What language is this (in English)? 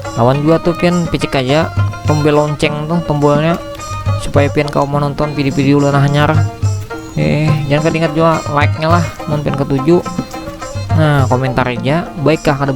Banjar